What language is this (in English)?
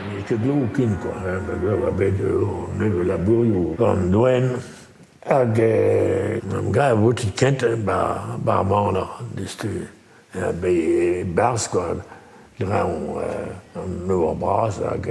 Breton